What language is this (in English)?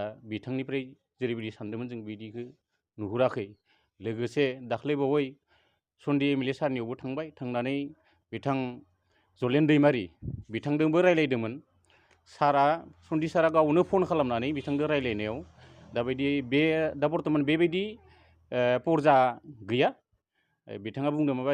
Bodo